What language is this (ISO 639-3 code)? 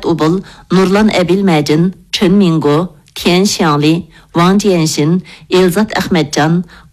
uig